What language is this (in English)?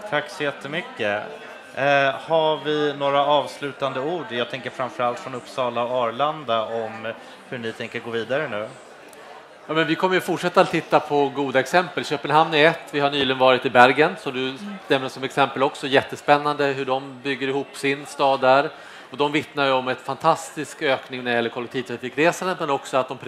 Swedish